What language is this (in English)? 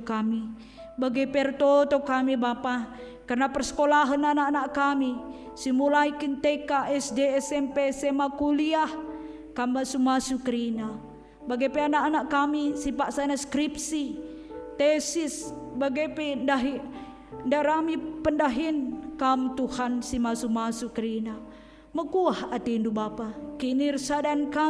Batak Karo